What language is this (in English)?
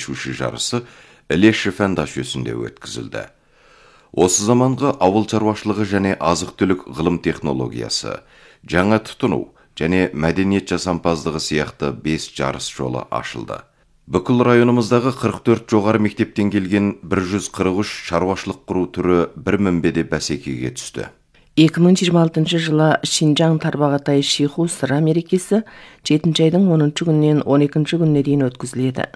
Kazakh